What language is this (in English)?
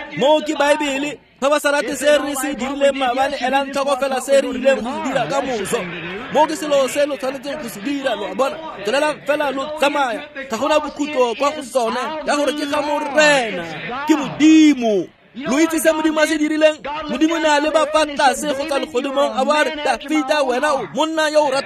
Tswana